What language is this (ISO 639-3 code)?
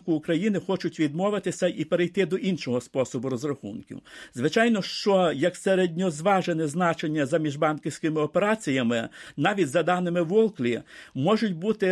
ukr